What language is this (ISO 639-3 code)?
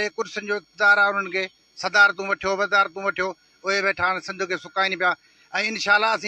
snd